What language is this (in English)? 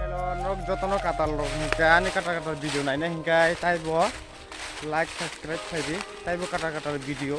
Kok Borok